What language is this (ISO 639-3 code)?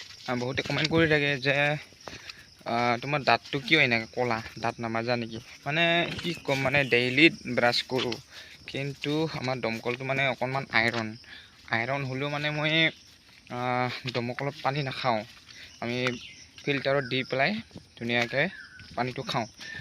asm